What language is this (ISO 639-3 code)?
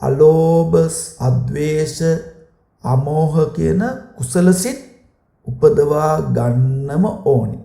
sin